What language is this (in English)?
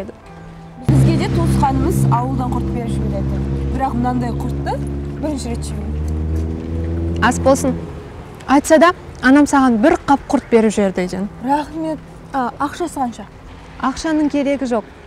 Kazakh